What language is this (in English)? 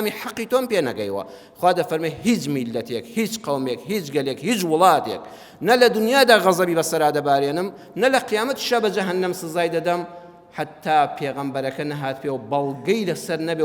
Central Kurdish